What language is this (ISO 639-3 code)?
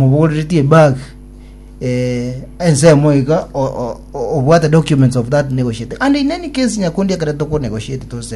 guz